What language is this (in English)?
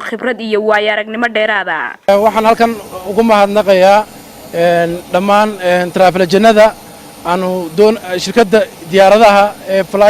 Somali